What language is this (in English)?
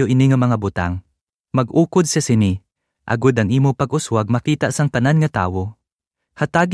Hiligaynon